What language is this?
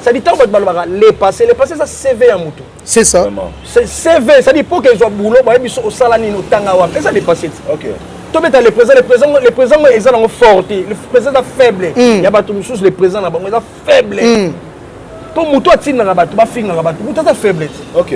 Lingala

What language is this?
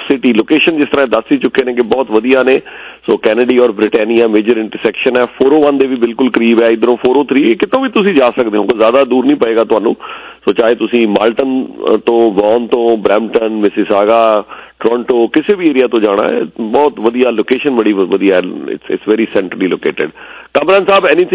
Punjabi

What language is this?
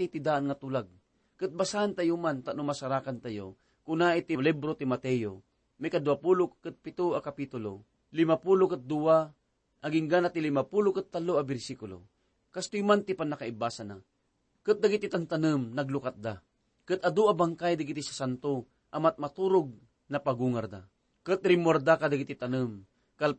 Iloko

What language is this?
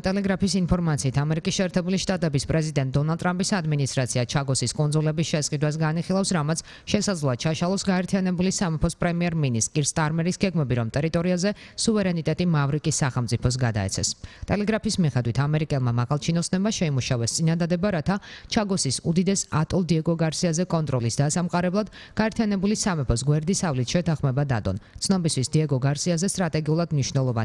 Georgian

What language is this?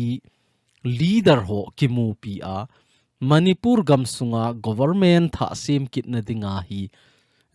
Thado Chin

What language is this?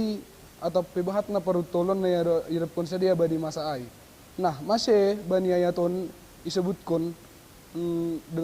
Batak Simalungun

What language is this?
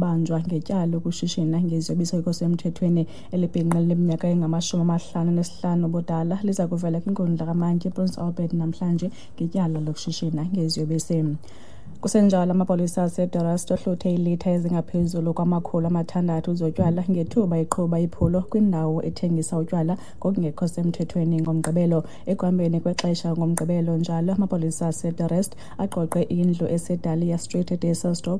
Xhosa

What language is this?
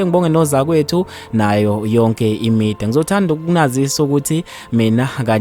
Zulu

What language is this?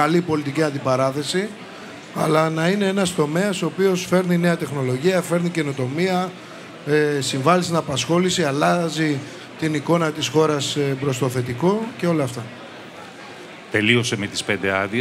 Greek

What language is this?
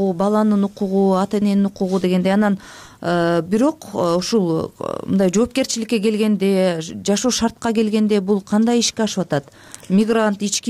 Kyrgyz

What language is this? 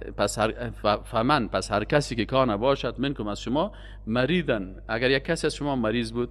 Persian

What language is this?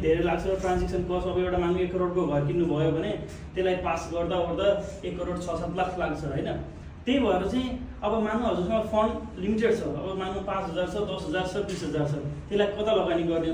Nepali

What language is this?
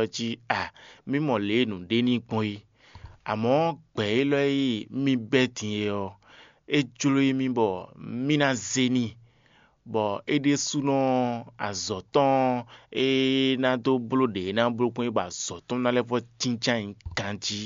Fon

